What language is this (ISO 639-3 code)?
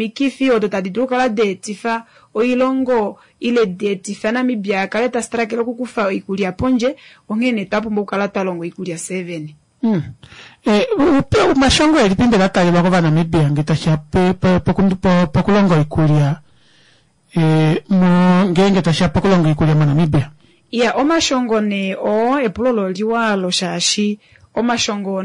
kua